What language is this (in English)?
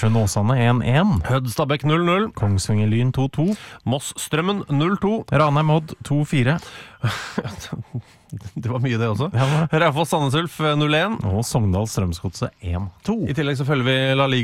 Norwegian